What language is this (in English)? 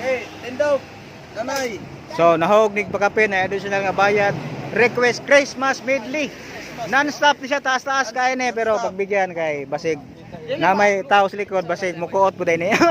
Cebuano